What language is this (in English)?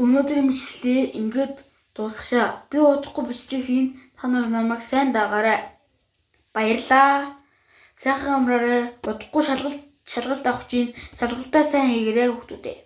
Mongolian